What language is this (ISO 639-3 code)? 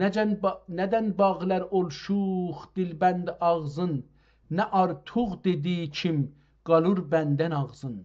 azb